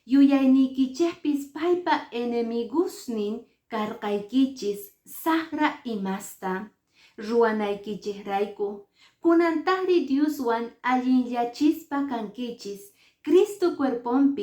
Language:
Quechua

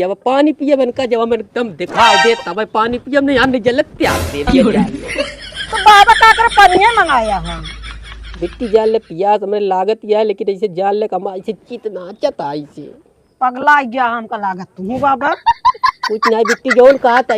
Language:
Awadhi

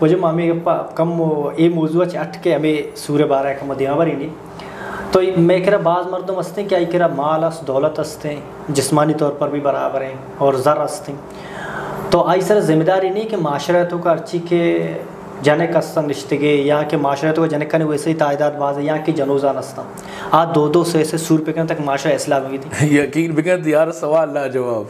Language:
Eastern Balochi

